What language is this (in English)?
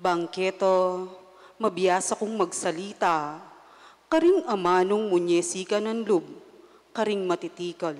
Pampanga